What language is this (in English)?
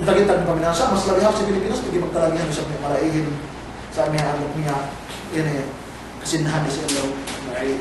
Yakan